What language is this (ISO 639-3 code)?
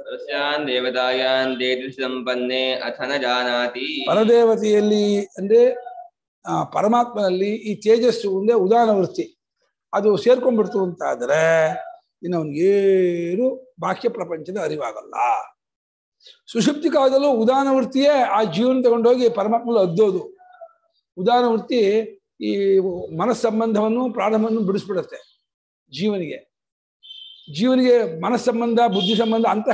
kan